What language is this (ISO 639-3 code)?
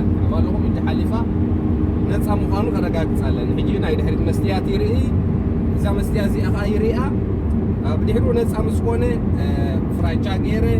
tir